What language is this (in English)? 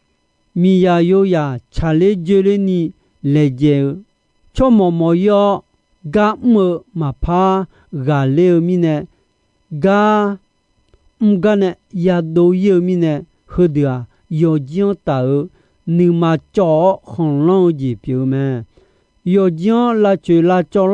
Akha